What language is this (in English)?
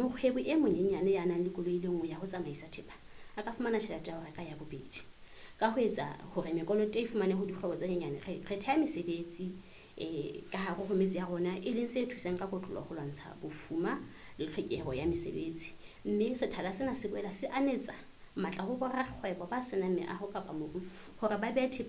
Southern Sotho